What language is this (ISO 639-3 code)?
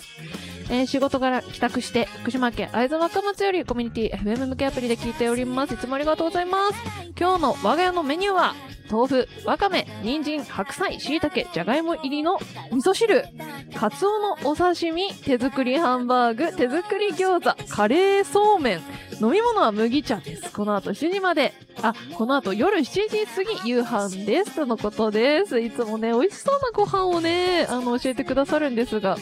jpn